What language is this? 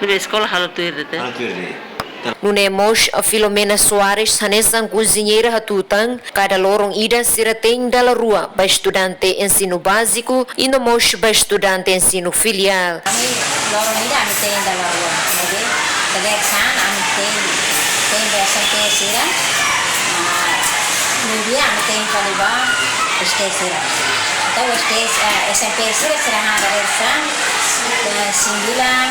Tetum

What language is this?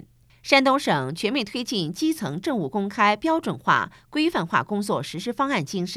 Chinese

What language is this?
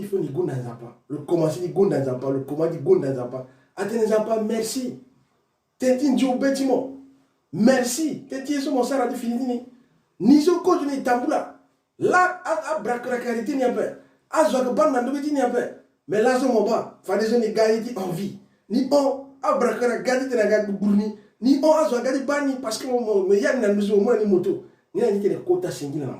Sango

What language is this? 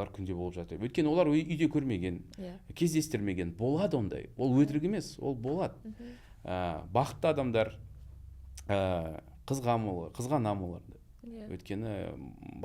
Kazakh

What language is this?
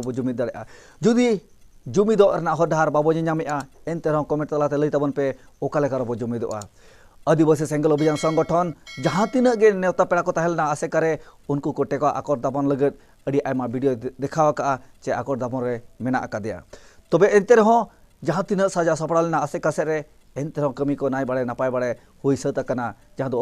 Santali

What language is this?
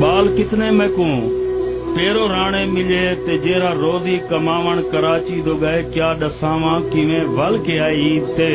Saraiki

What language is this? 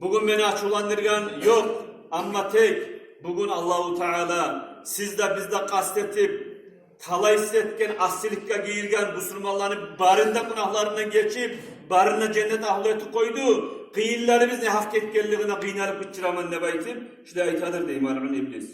Kumyk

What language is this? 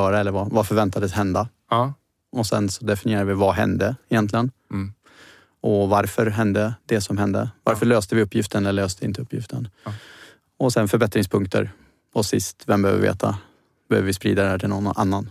Swedish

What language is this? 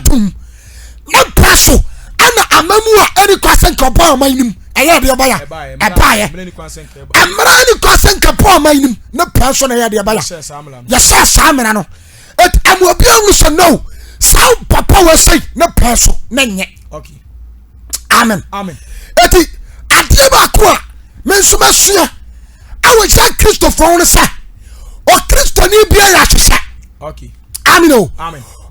Akan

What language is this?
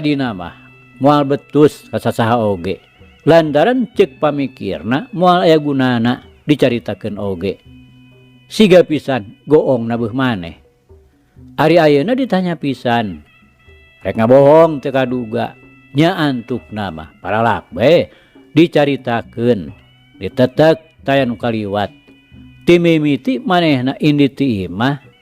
Sundanese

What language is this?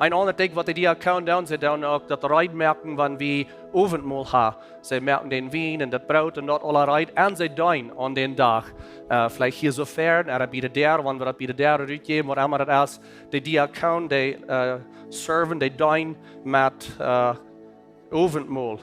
Plautdietsch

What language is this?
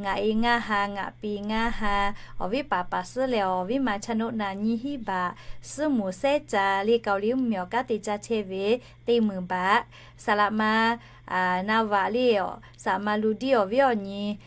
Lahu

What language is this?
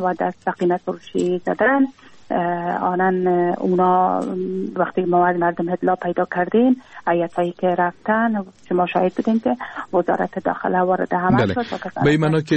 Persian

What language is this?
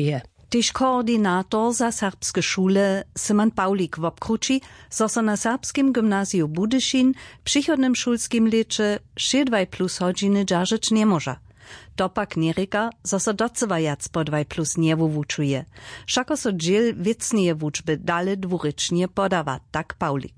Upper Sorbian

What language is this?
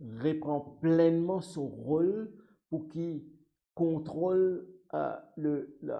Morisyen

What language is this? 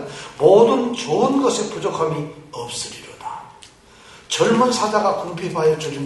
Korean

